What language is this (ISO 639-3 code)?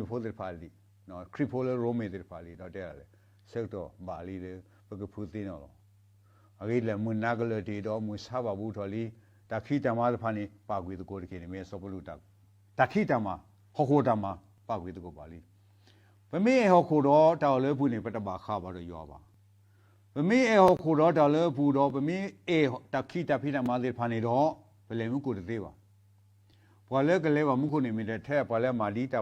ksw